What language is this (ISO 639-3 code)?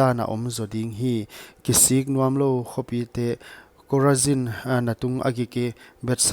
pck